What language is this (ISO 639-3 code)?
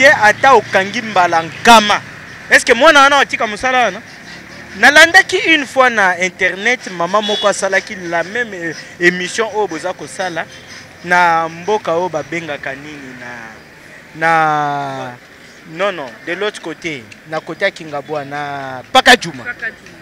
lin